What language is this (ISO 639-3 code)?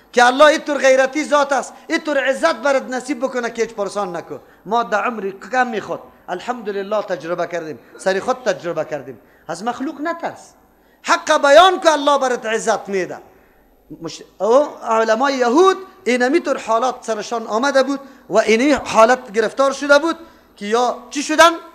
fas